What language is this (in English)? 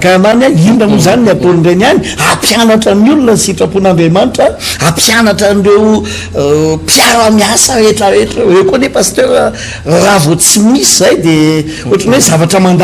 Malagasy